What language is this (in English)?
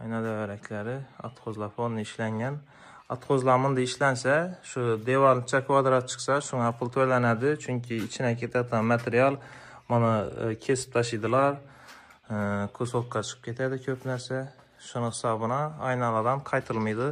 Uzbek